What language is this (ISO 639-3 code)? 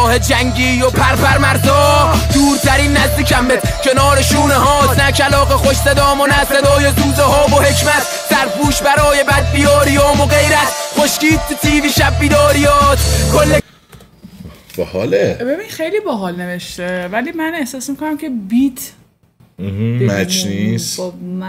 fas